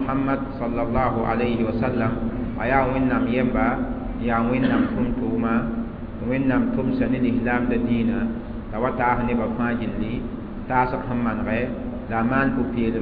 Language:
Mossi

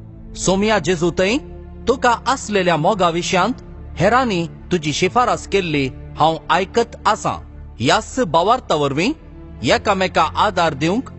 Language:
Konkani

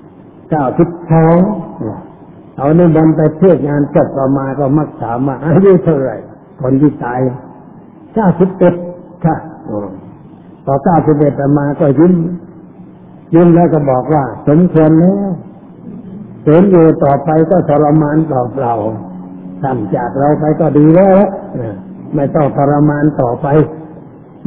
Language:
Thai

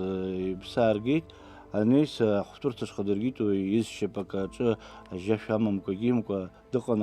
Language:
Abkhazian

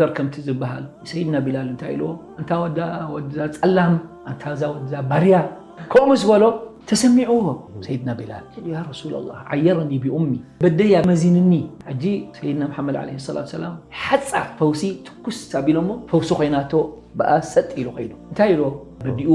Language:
Tigrinya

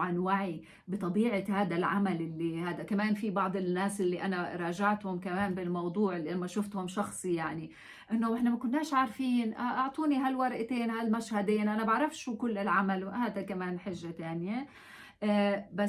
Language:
North Levantine Arabic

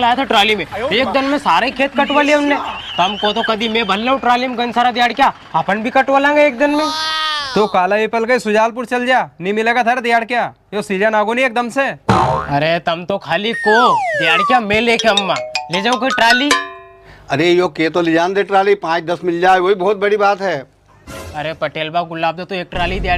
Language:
Rajasthani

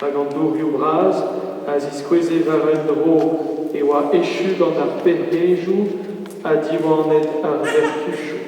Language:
Breton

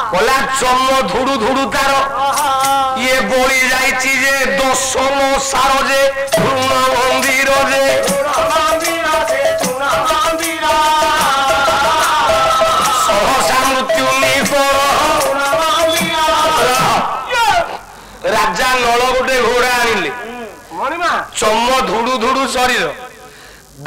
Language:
Odia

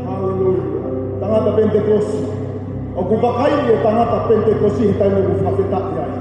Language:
Tongan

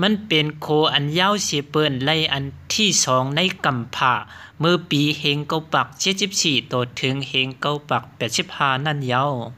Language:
Shan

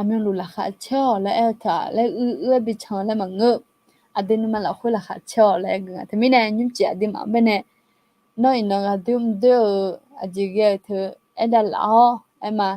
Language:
Akha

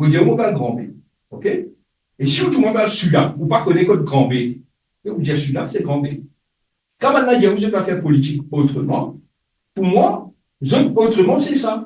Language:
Morisyen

